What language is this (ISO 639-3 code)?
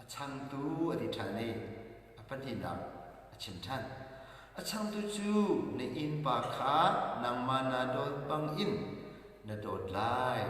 cnh